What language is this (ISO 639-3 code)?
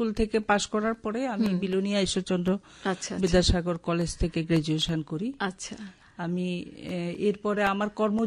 ben